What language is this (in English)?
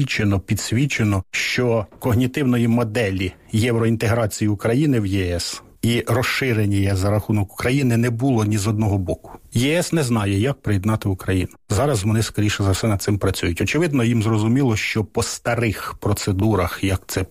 Ukrainian